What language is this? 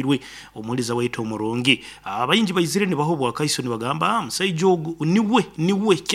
Nyankole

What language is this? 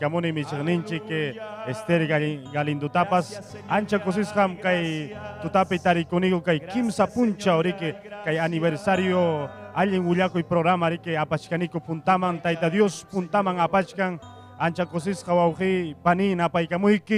Ayacucho Quechua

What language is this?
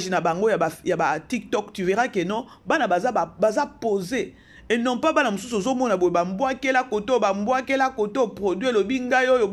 Lingala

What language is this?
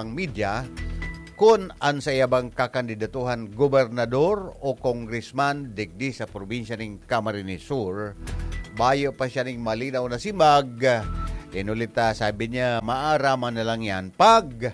Bikol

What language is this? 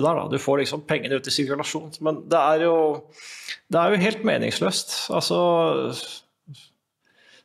Norwegian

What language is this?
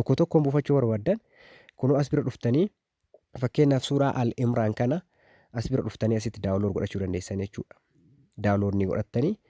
Oromo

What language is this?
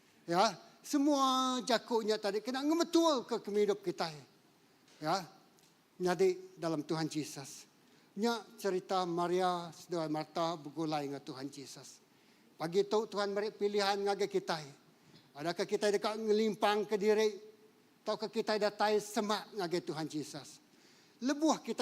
Iban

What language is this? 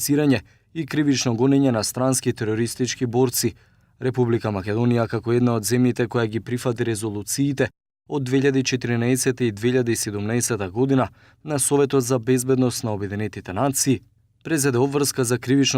Macedonian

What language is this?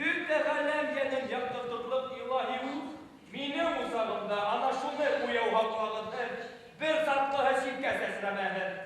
Bashkir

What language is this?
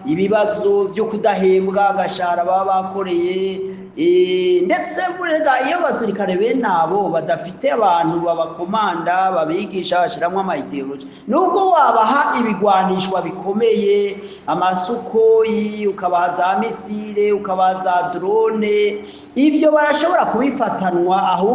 Rundi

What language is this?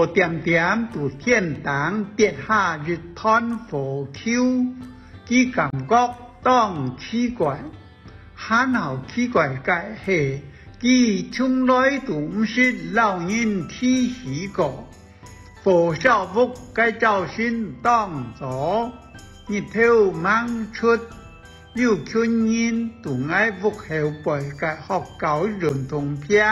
Hakka Chinese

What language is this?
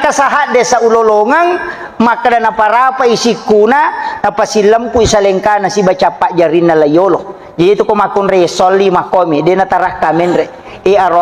Buginese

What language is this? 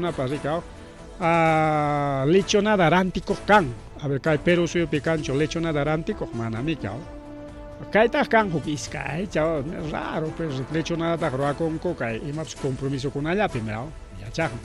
Ayacucho Quechua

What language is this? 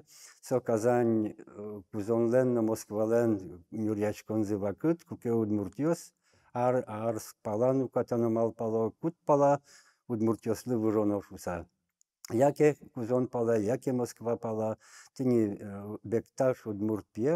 Udmurt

